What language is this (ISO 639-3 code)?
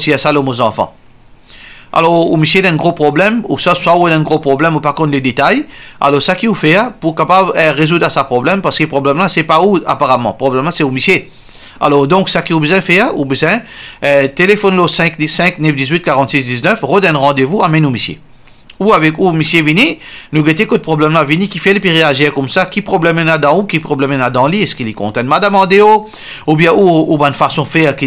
mfe